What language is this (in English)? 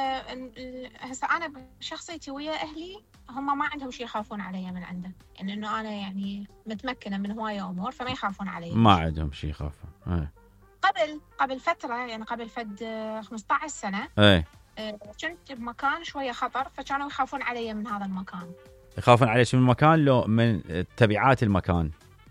Mesopotamian Arabic